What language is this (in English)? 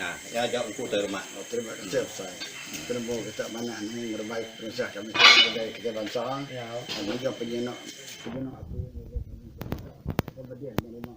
Iban